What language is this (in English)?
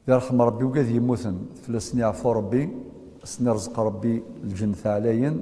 Kabyle